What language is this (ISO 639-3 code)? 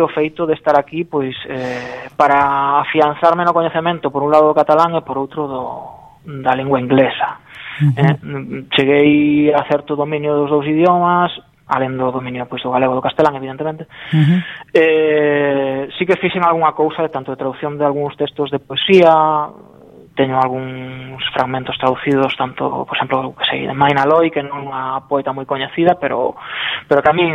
glg